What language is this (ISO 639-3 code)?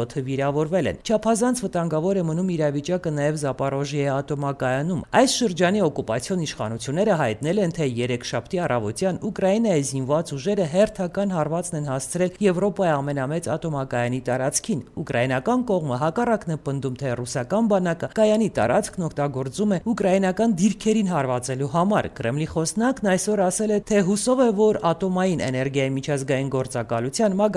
hye